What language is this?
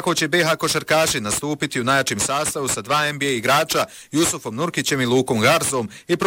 Bosnian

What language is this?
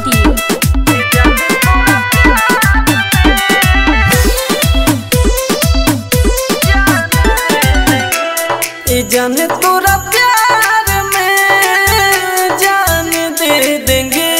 Bhojpuri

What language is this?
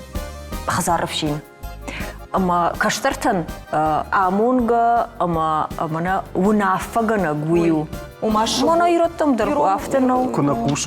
Ossetic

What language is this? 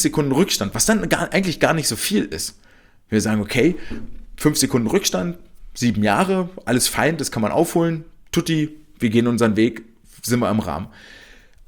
German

